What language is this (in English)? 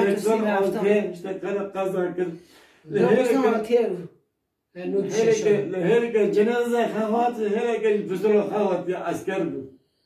Kurdish